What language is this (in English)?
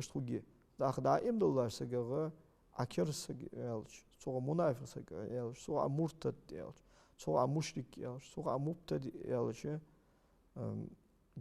Ingush